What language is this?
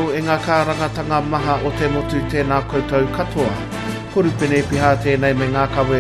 Māori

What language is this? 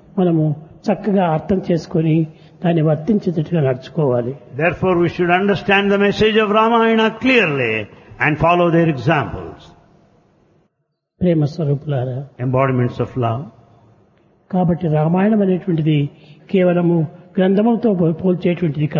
Telugu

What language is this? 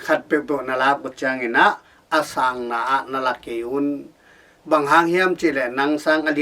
Tedim Chin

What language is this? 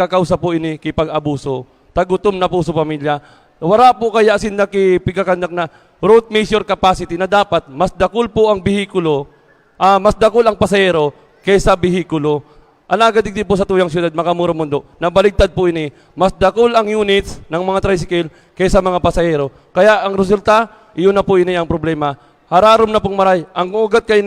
Bikol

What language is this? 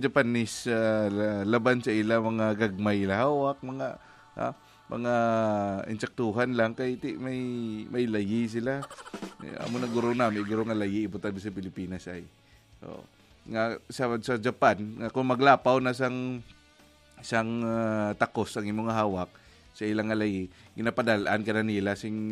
Hiligaynon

